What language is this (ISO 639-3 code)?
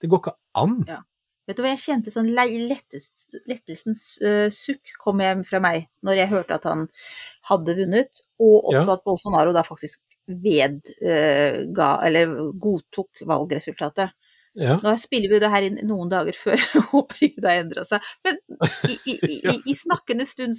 nor